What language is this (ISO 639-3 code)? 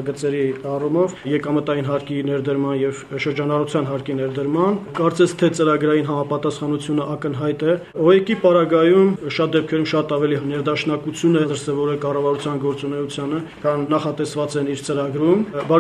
hye